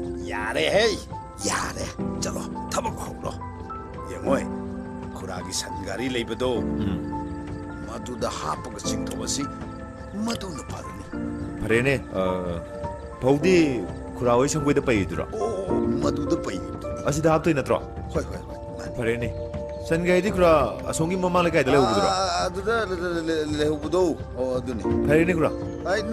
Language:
Manipuri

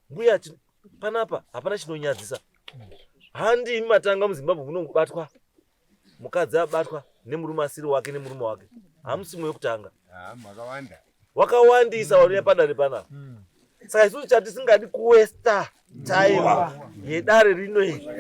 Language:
Shona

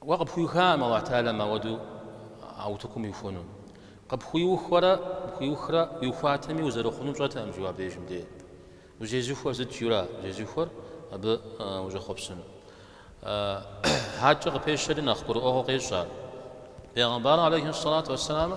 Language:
Kabardian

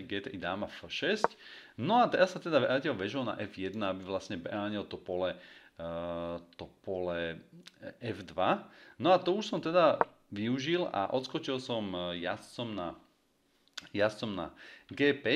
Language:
Slovak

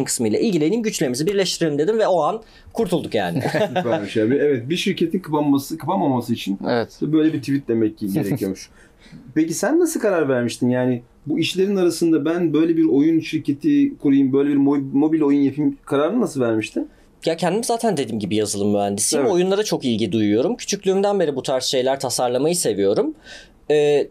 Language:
Turkish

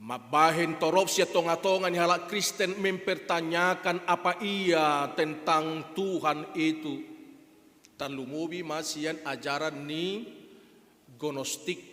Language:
Batak Toba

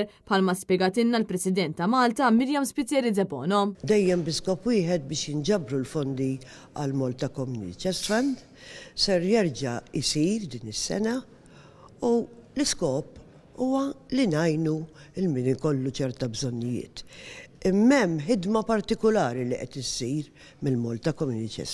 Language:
Maltese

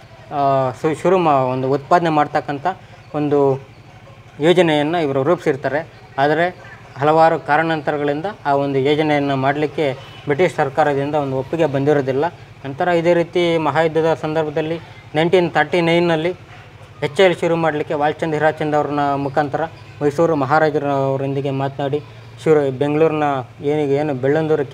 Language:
Kannada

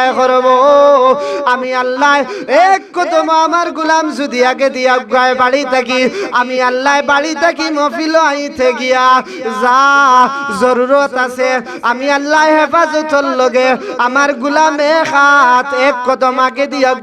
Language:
Sylheti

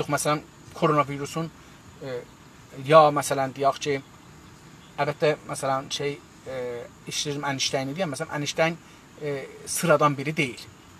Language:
South Azerbaijani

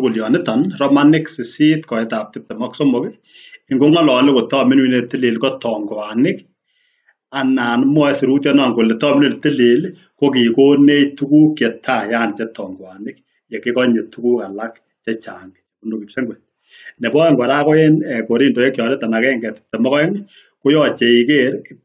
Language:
Kalenjin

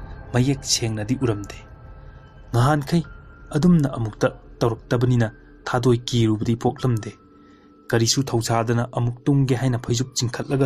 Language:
Manipuri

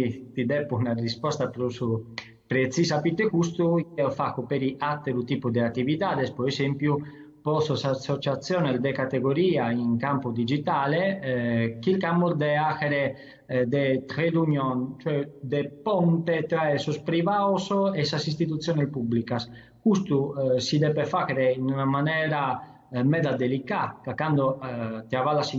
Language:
Sardinian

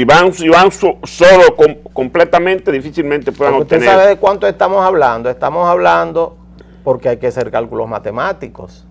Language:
Spanish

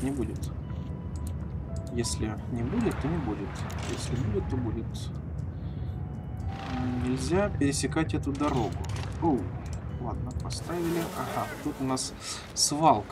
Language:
Russian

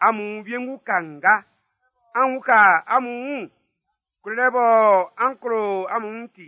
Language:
Baoulé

